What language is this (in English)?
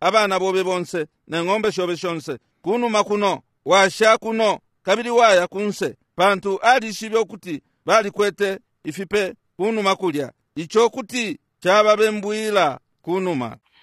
Bemba